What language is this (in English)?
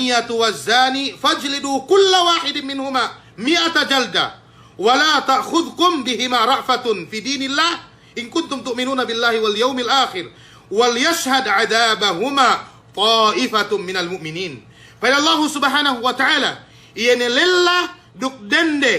Yakan